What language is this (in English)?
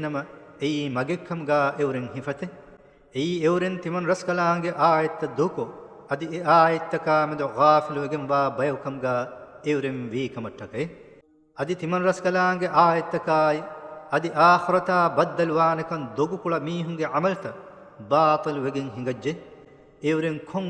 Divehi